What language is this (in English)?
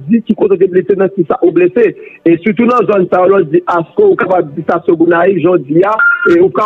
Haitian Creole